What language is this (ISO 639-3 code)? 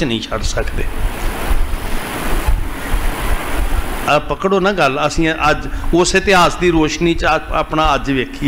pan